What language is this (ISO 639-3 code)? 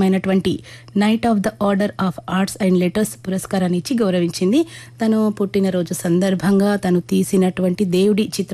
tel